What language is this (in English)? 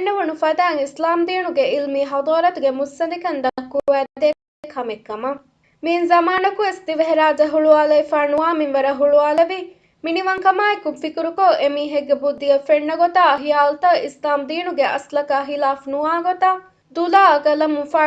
Divehi